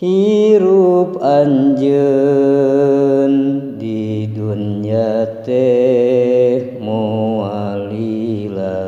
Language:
Sundanese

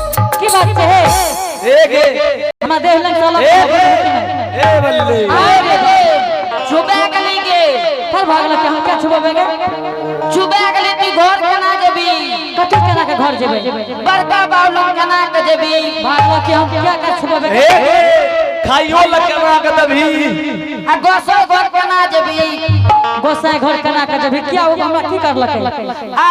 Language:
Angika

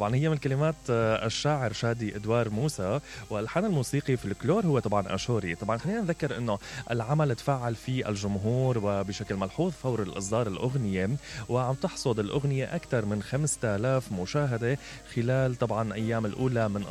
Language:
Mesopotamian Arabic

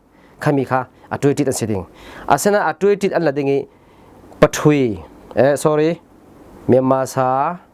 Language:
Falam Chin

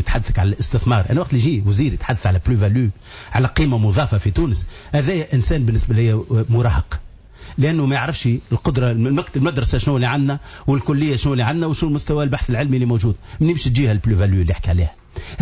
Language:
Tunisian Arabic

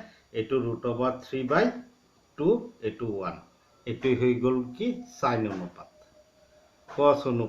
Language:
Assamese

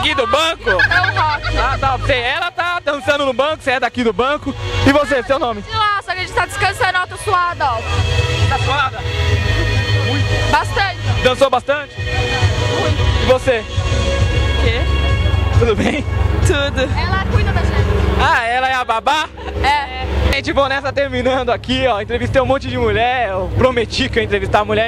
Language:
Portuguese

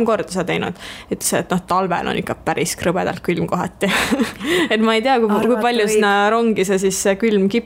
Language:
Estonian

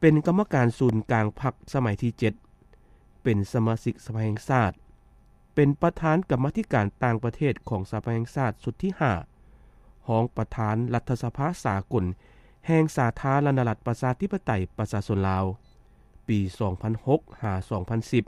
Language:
Lao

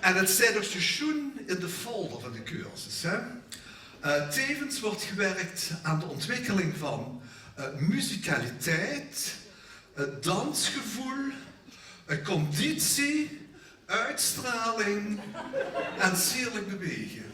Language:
Limburgish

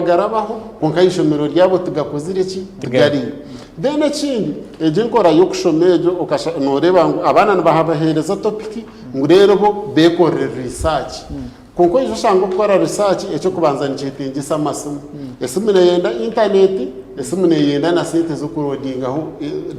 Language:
Nyankole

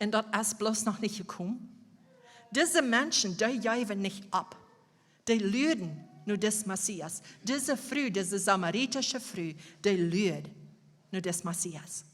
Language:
Plautdietsch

